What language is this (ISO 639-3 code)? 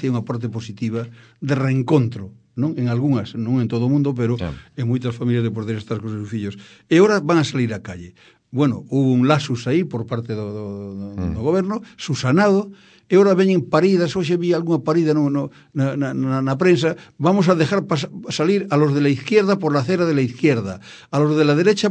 glg